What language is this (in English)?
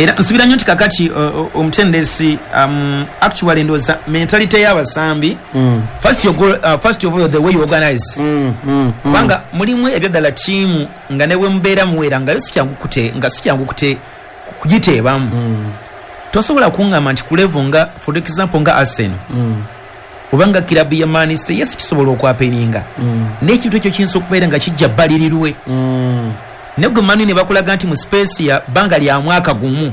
Ganda